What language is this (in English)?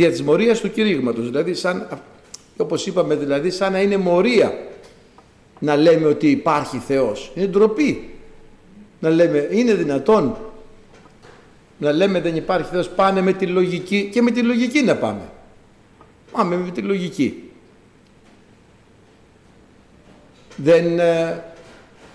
Greek